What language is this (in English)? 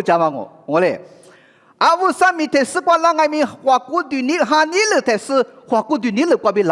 Lisu